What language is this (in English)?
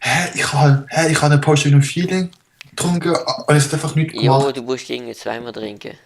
Swiss German